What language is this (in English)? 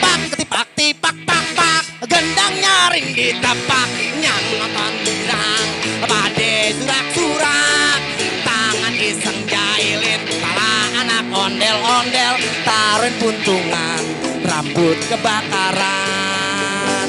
Betawi